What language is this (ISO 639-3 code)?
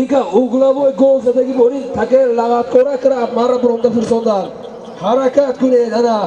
tgk